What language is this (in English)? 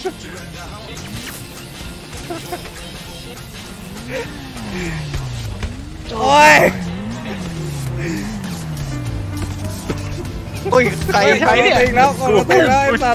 Thai